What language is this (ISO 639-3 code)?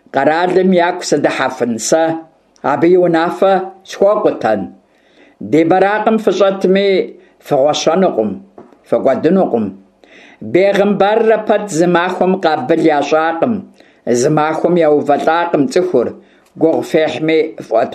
kbd